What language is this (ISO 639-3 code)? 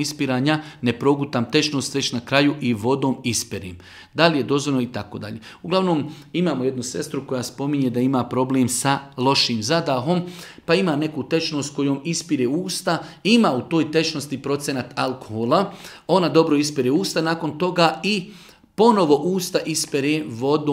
bos